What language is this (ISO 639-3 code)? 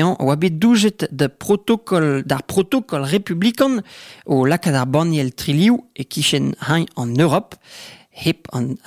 bre